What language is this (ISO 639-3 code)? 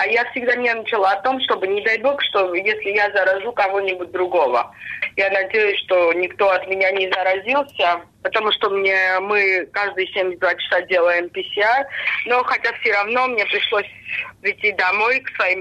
rus